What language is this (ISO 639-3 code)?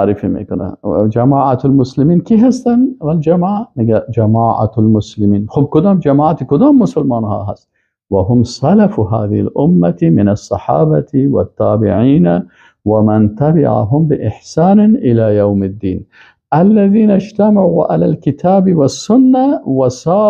fas